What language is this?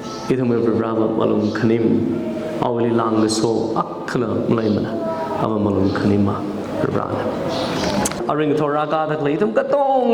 Tangkhul Naga (India)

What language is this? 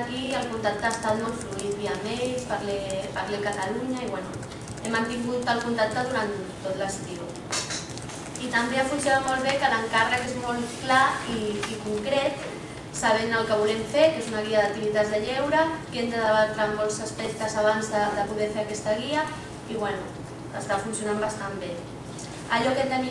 Catalan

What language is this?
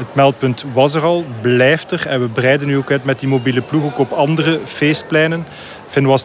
Dutch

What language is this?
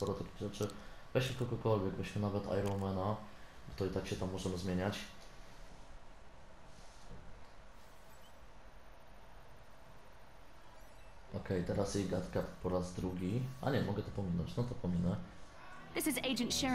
Polish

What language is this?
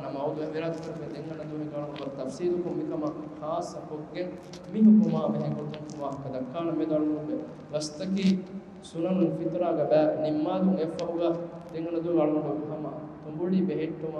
Divehi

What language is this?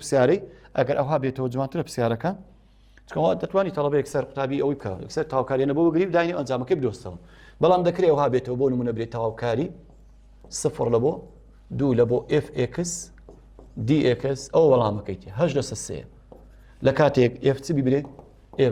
Central Kurdish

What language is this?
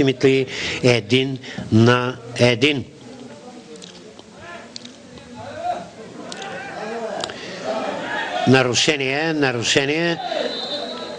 Bulgarian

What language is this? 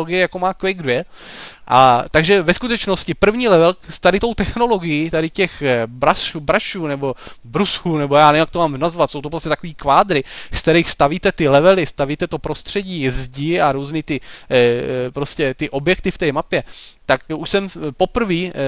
Czech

